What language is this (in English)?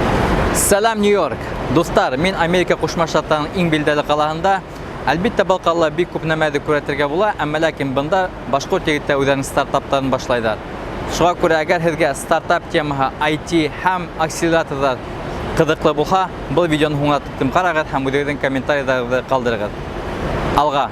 Bashkir